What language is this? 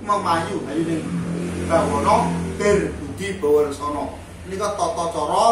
Javanese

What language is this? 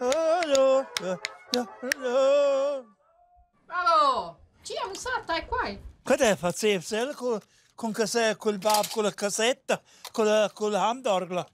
Romansh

